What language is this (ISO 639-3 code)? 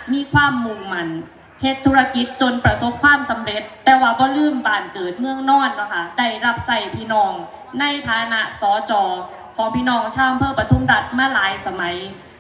lao